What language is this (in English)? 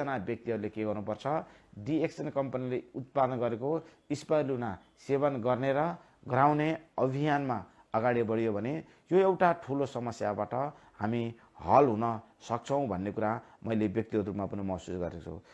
Nepali